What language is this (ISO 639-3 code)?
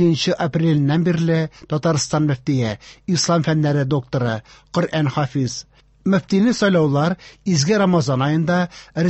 tat